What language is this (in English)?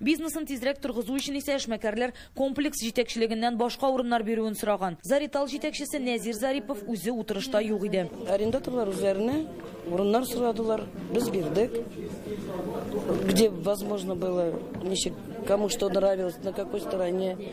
Tatar